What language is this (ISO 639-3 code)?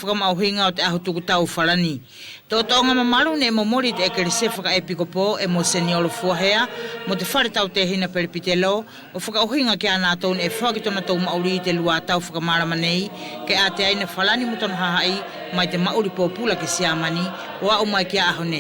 wls